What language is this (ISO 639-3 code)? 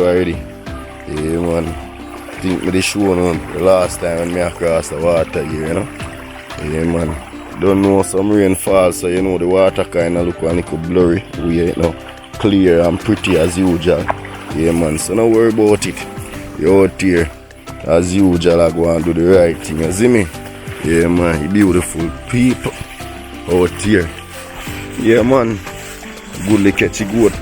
jam